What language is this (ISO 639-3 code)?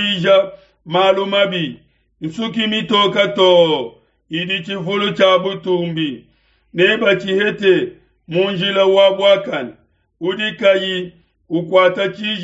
lua